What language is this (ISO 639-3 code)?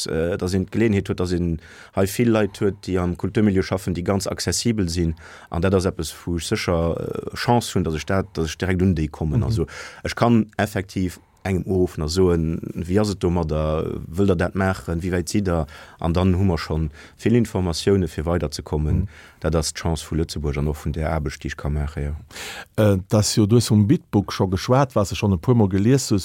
ltz